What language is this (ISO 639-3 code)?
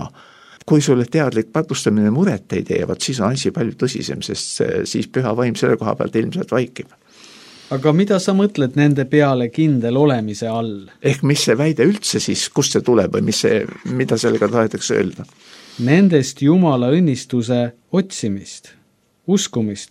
est